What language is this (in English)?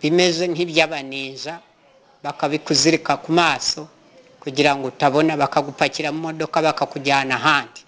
Kinyarwanda